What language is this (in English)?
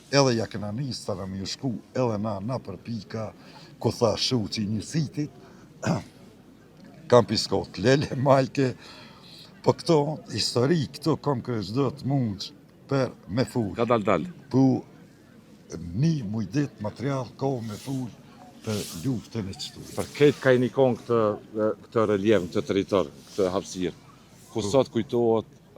Albanian